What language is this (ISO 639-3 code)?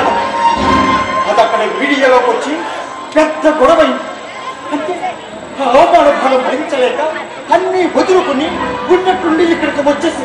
tel